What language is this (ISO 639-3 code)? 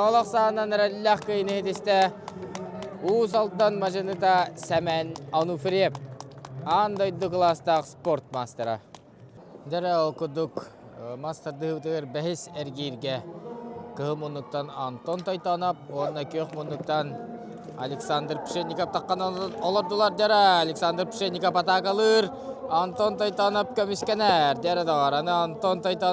sah